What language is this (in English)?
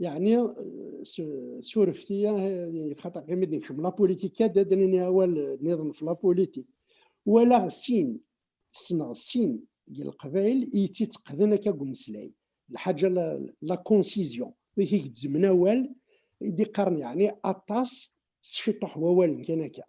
Kabyle